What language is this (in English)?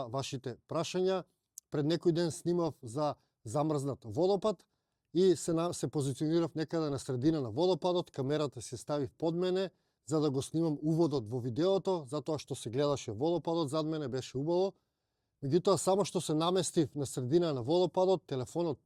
Macedonian